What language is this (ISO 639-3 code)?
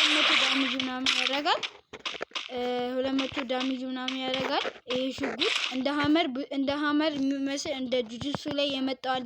amh